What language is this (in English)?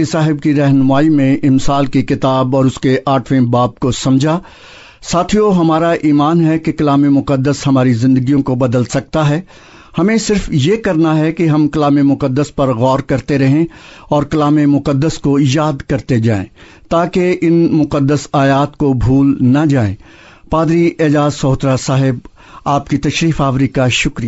Urdu